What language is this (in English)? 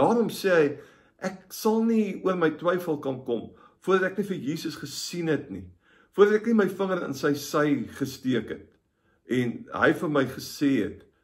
Afrikaans